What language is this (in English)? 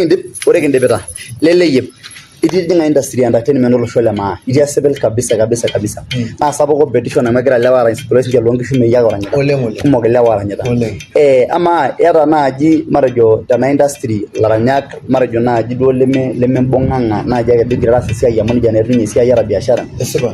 Masai